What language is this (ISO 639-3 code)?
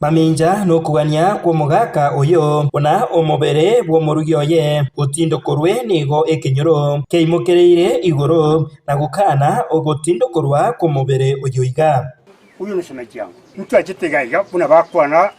guz